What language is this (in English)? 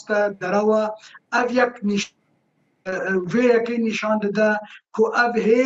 Kurdish